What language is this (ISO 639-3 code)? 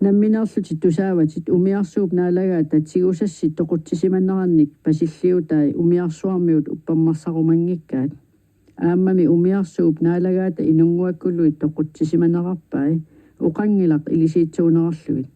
kal